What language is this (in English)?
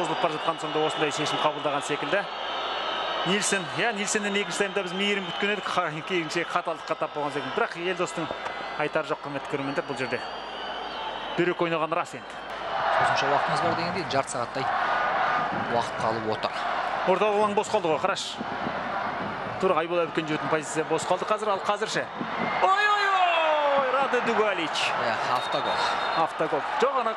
Kazakh